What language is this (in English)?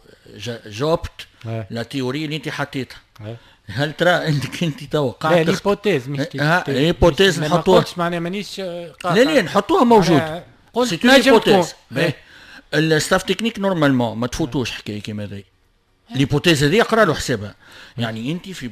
Tunisian Arabic